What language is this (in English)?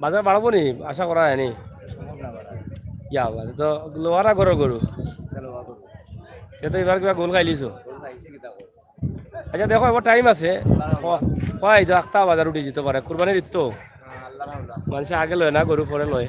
Sylheti